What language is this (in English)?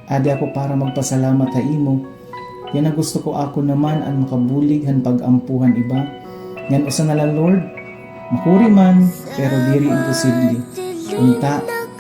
Waray